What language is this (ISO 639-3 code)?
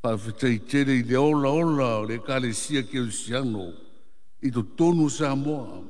smo